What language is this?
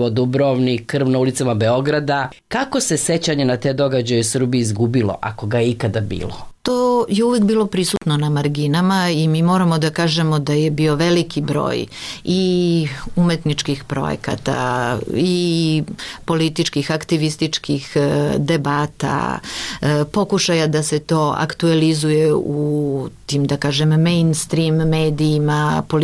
Serbian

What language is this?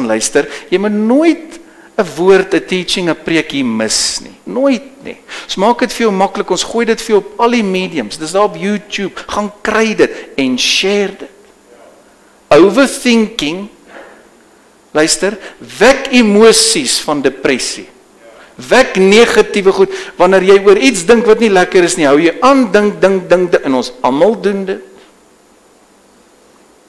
Afrikaans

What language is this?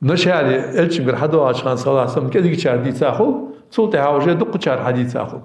Ingush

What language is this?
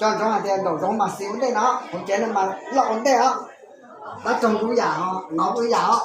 Hmong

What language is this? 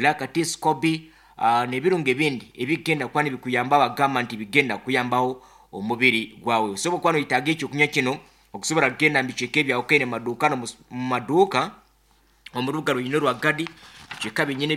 Nyankole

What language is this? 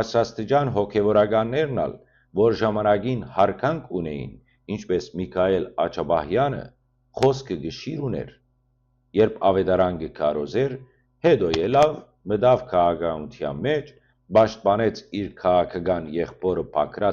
Western Armenian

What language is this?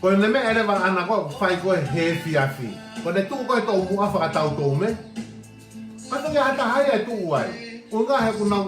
Tongan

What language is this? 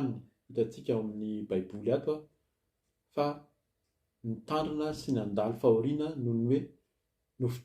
Malagasy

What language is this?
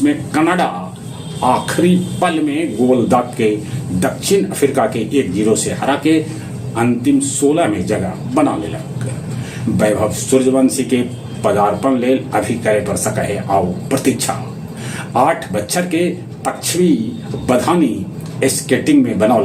Magahi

